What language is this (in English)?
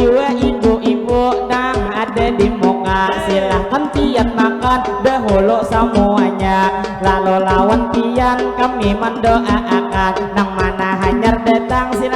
Banjar